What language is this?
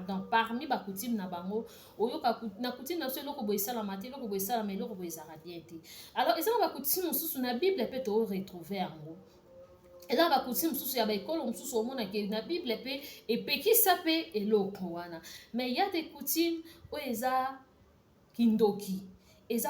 Lingala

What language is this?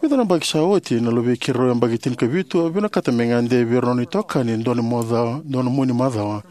Fijian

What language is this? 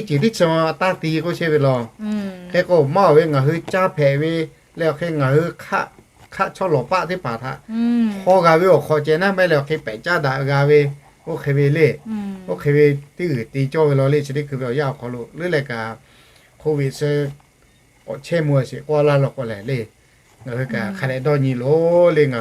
Lahu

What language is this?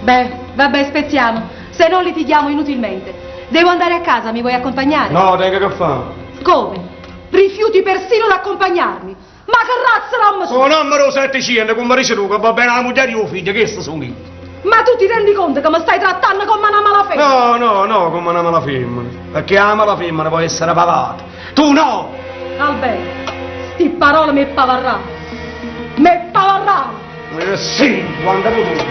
Neapolitan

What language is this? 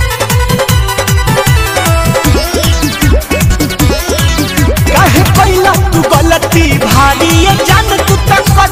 Bhojpuri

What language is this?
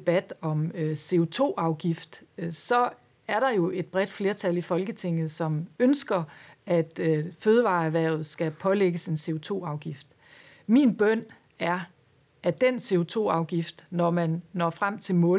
Danish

